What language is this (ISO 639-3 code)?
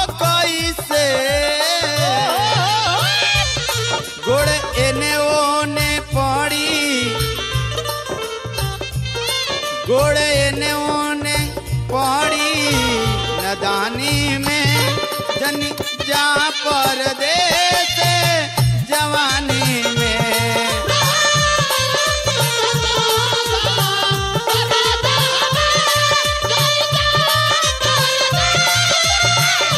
bho